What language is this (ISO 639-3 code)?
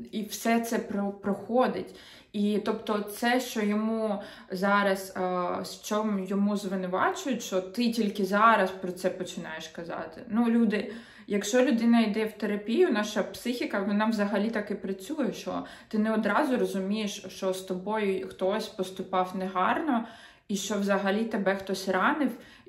ukr